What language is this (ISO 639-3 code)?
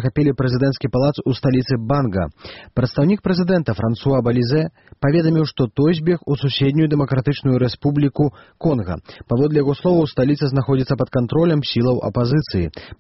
bel